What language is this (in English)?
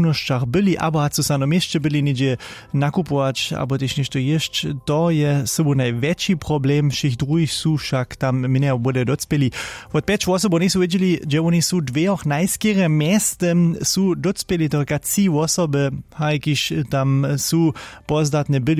Upper Sorbian